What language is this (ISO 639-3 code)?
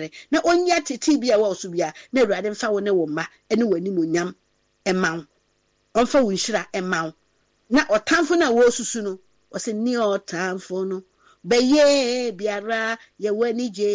aka